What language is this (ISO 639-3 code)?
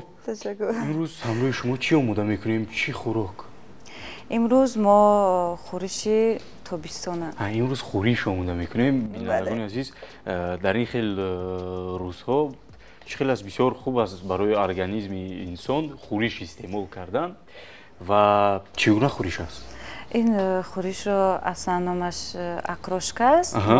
tgk